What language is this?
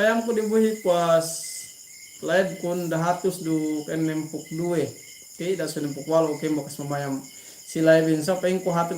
Yakan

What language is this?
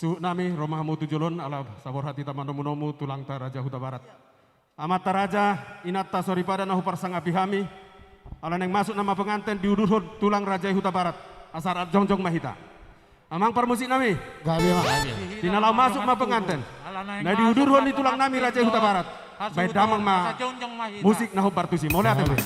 Batak Toba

